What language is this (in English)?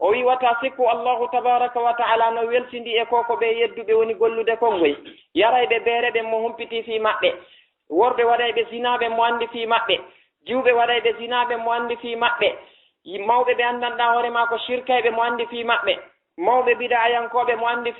Fula